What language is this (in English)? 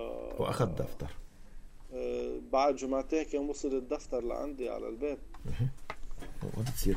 North Levantine Arabic